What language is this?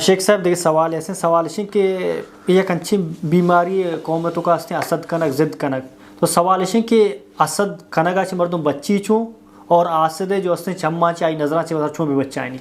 Baluchi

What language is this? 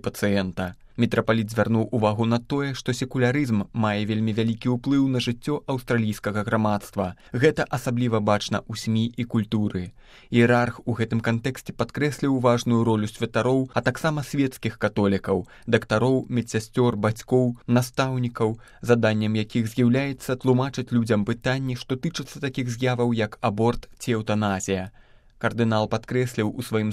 Belarusian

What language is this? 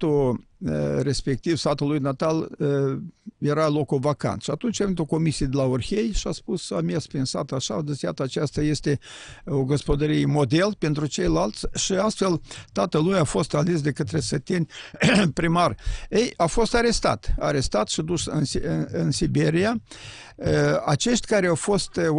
Romanian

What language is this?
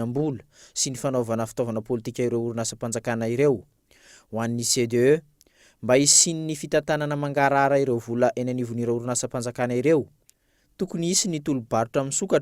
Malagasy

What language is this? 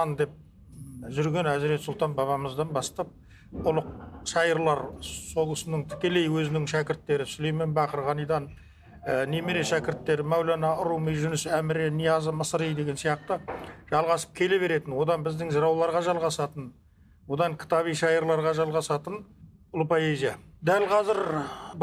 Kazakh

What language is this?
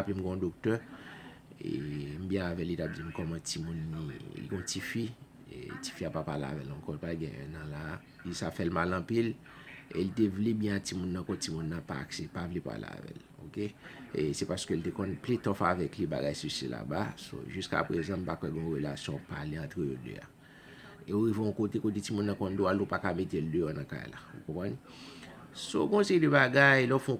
Haitian Creole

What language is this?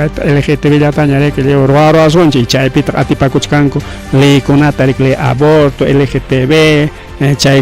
Ayacucho Quechua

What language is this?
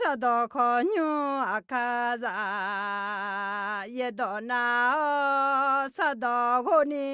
Akha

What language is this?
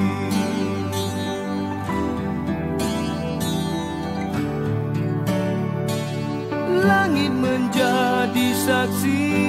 Malay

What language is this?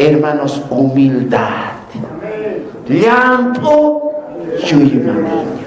Aymara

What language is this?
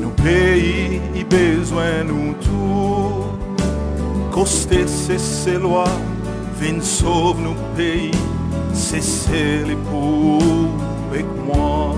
Seselwa Creole French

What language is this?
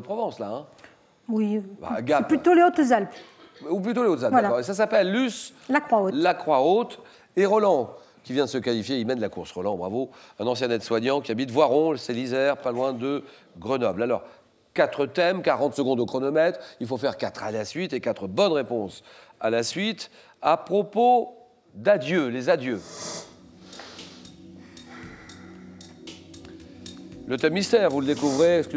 French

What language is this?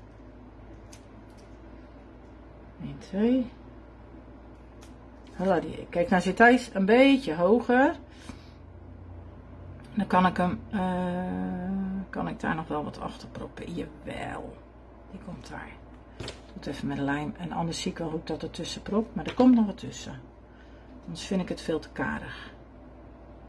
Dutch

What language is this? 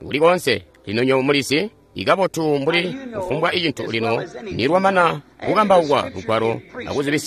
Tonga (Zambia)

